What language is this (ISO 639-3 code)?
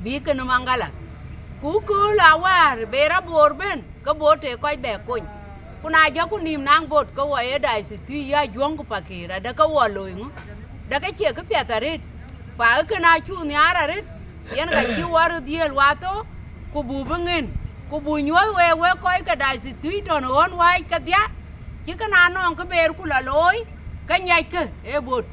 din